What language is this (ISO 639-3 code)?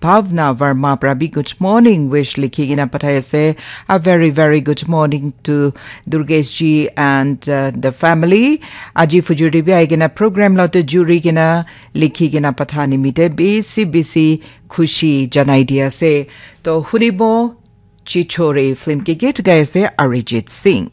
nag